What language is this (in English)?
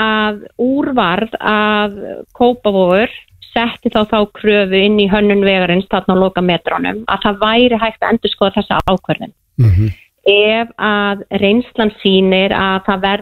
Icelandic